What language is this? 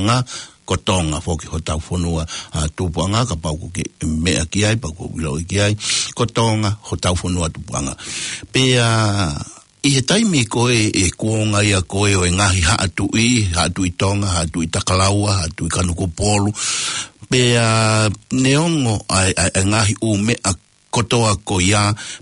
Tongan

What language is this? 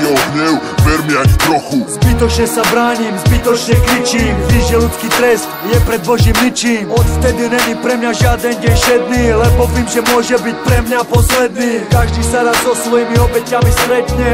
Slovak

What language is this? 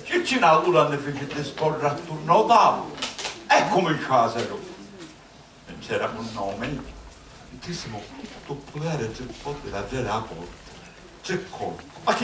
Sicilian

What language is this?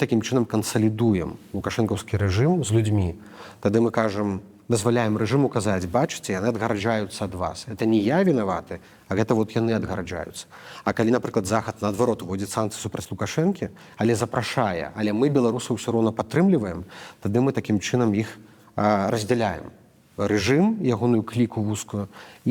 Belarusian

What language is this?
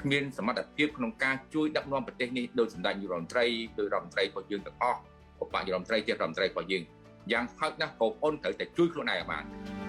Khmer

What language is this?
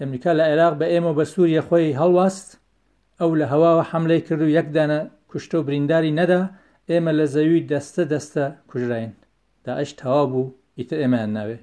Central Kurdish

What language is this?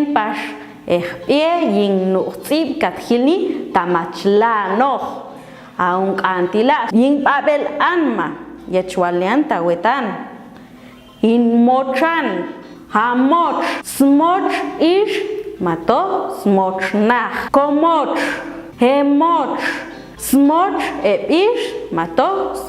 Popti'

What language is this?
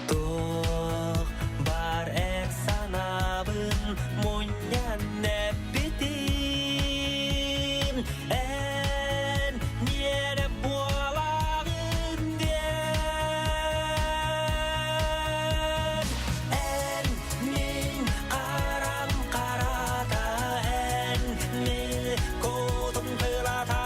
Yakut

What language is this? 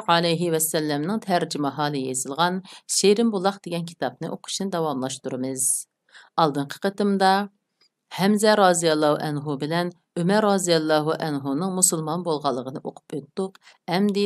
Uyghur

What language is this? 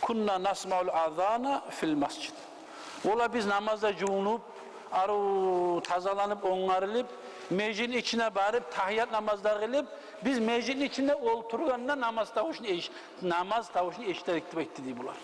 Kumyk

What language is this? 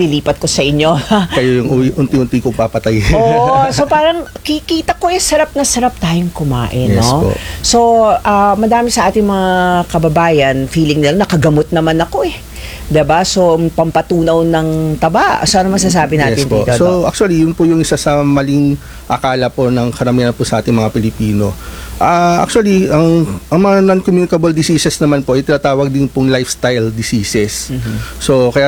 Filipino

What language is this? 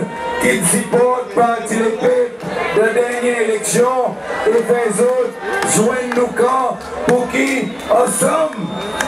Seselwa Creole French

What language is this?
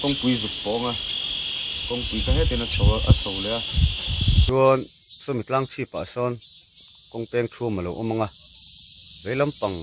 Mizo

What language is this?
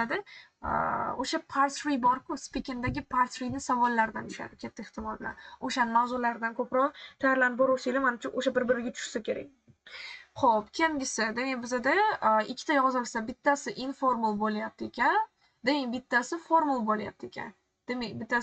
Uzbek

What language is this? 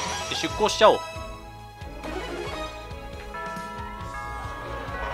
Japanese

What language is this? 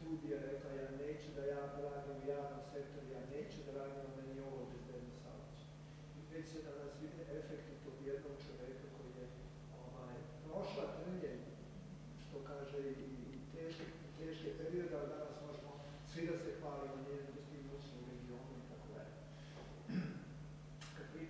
Serbian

